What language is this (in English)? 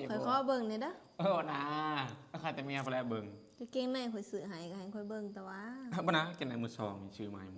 Northeastern Thai